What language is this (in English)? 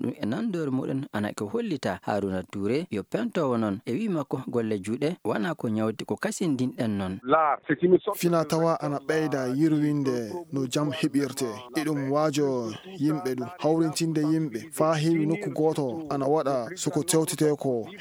Fula